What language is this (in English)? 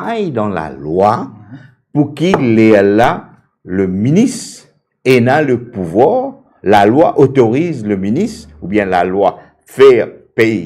Morisyen